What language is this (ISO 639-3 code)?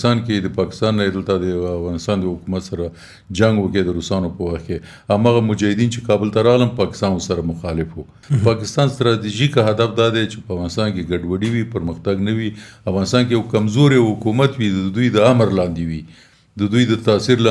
pus